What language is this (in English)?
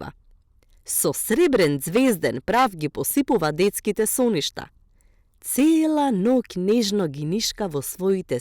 Macedonian